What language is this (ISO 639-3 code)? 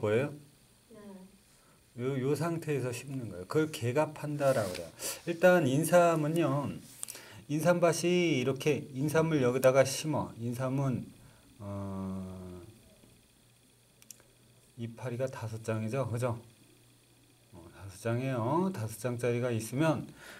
kor